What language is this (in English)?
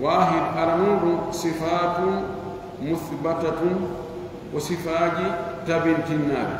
Pular